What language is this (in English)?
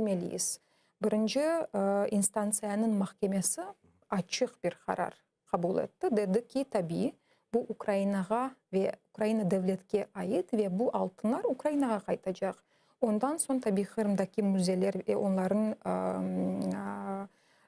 Crimean Tatar